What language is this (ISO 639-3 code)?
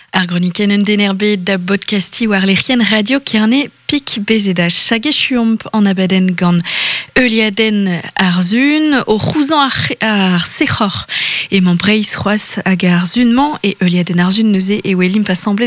bre